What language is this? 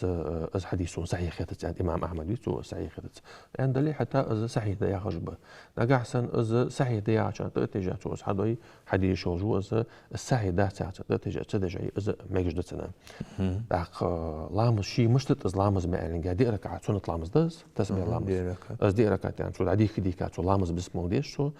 Ingush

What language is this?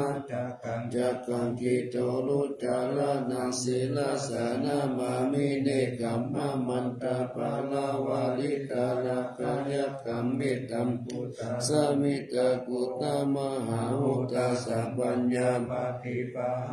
Pali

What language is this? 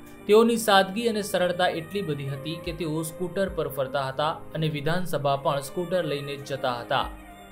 Gujarati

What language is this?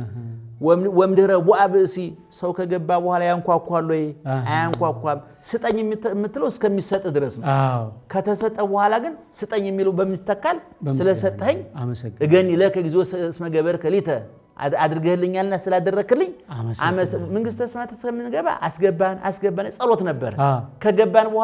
Amharic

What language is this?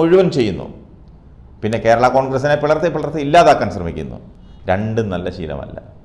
Malayalam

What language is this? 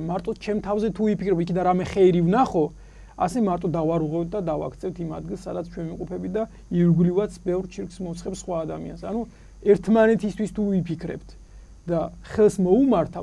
Georgian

